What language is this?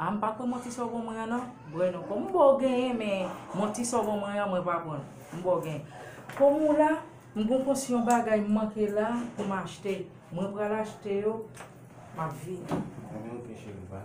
Haitian Creole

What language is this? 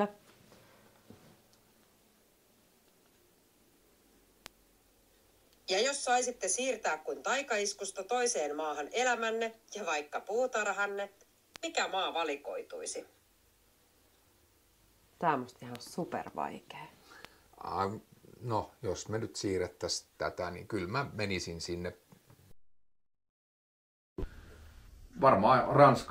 Finnish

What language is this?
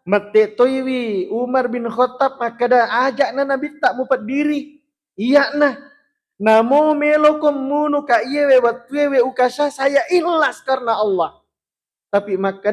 Buginese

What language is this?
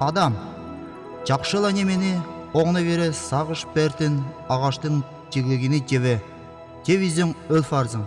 Northern Altai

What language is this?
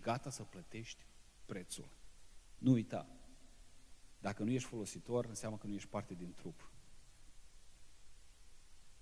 Romanian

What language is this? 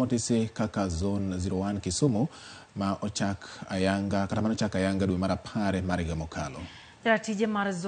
Luo (Kenya and Tanzania)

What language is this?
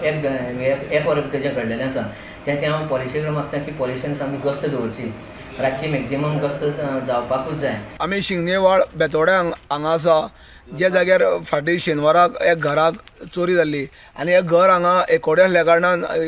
Konkani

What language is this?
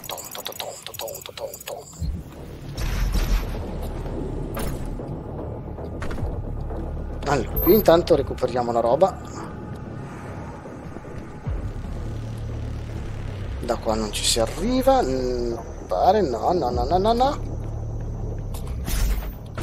Italian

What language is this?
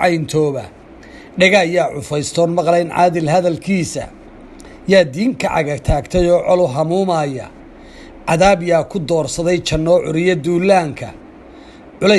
Somali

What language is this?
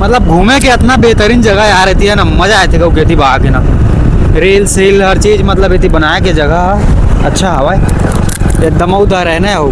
Chhattisgarhi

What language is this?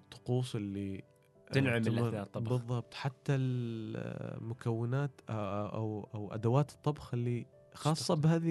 Gulf Arabic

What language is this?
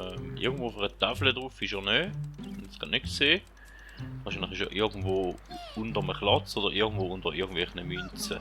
Swiss German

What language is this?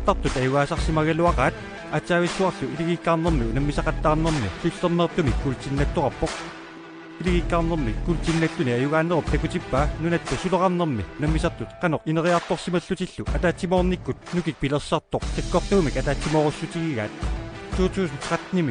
Kalaallisut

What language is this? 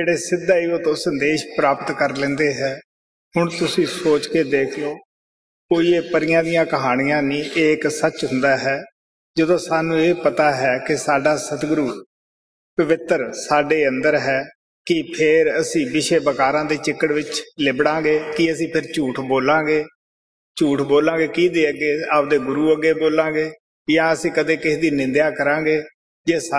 Punjabi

